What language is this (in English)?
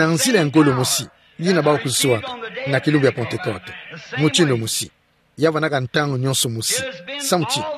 Kituba (Democratic Republic of Congo)